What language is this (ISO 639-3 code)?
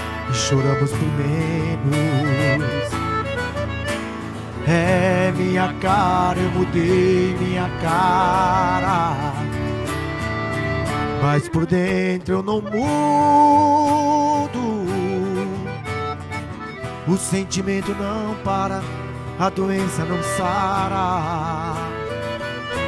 por